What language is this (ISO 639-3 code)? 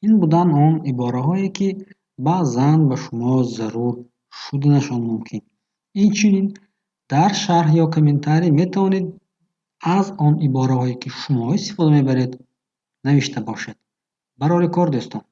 tgk